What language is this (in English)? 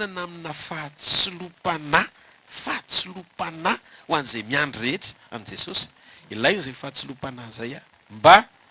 Malagasy